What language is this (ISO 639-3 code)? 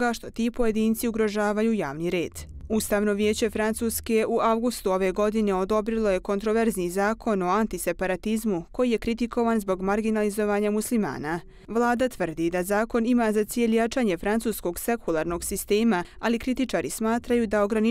bos